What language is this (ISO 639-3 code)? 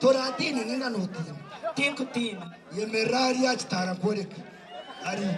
nyn